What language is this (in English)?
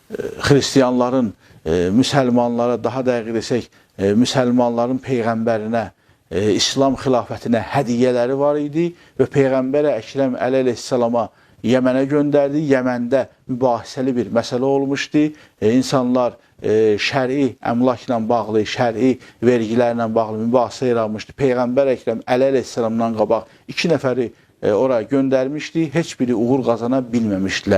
Azerbaijani